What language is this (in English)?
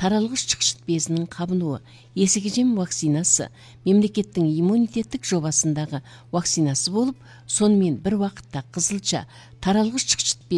Kazakh